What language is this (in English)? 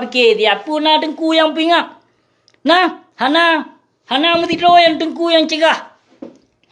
Achinese